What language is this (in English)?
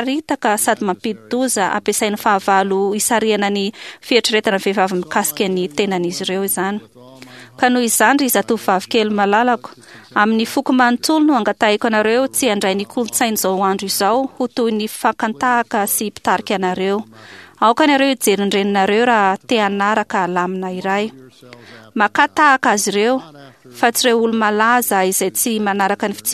Malagasy